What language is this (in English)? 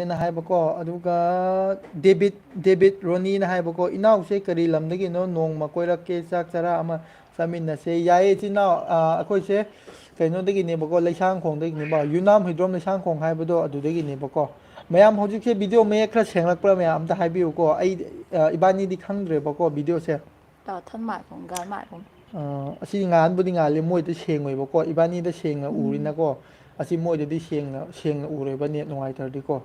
Manipuri